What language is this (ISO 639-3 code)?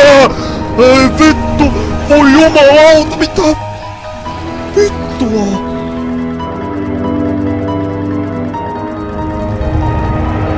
fin